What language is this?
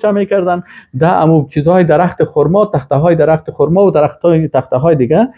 Persian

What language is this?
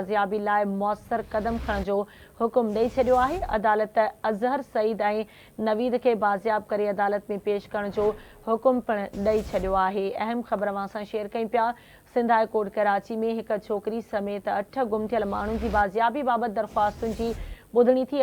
Sindhi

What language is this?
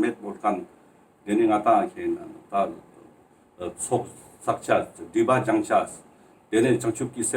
Ladakhi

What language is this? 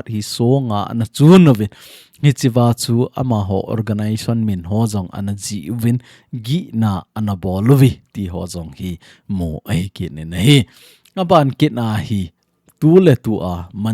Thado Chin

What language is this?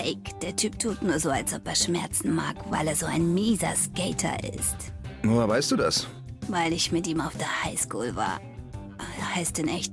Swiss German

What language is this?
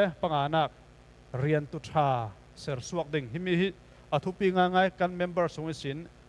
Falam Chin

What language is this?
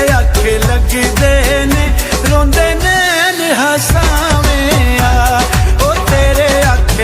Pahari-Potwari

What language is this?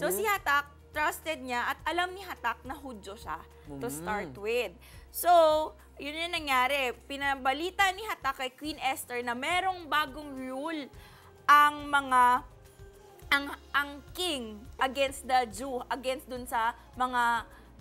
Filipino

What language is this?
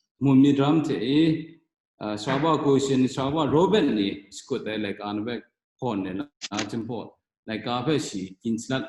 Kachin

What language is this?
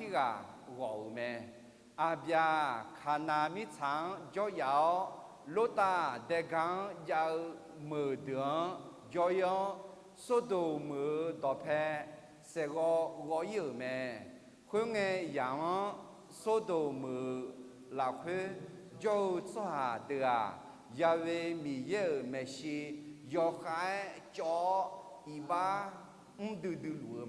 Akha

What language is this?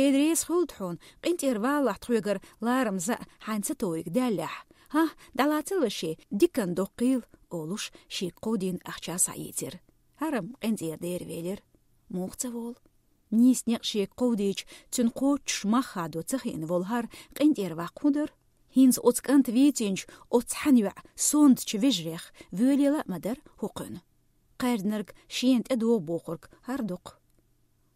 Chechen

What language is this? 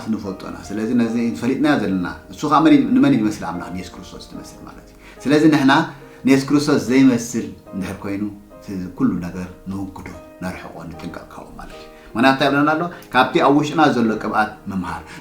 Tigrinya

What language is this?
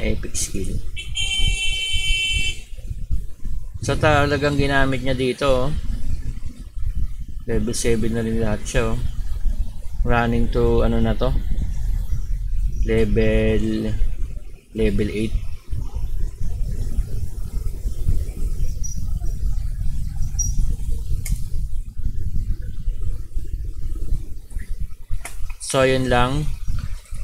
Filipino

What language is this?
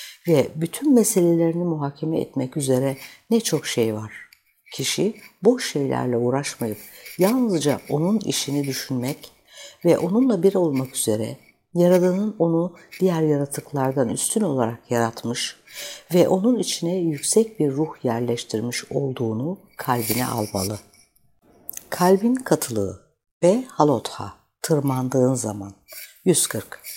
Turkish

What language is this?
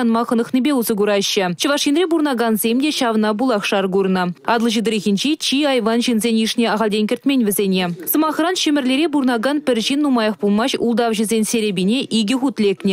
Chuvash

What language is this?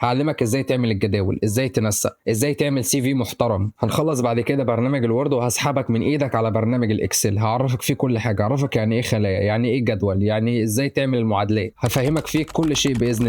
Egyptian Arabic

